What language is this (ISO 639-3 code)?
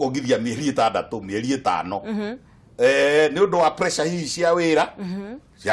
kik